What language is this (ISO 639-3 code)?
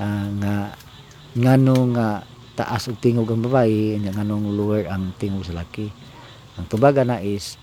ceb